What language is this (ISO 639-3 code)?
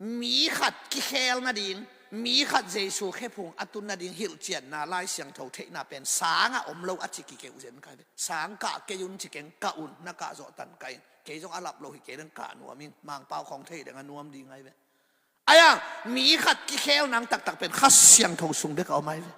ctd